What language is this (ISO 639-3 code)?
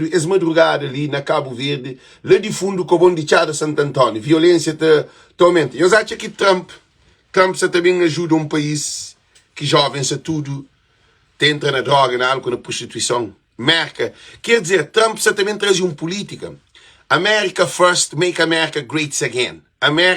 kea